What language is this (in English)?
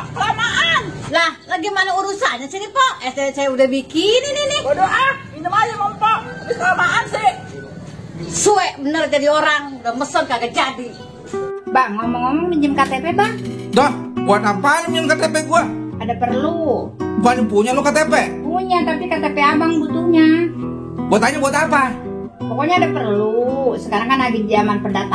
Betawi